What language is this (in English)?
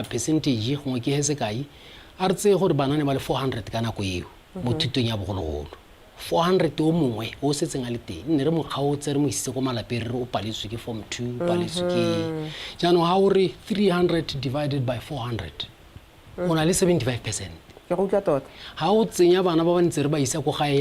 Tswana